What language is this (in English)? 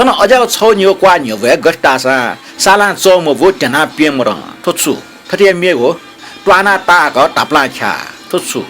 Newari